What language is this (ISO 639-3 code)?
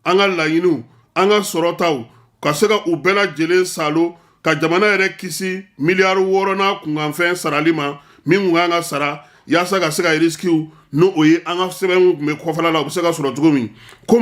bam